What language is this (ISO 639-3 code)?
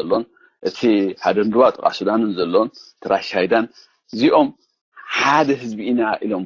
tir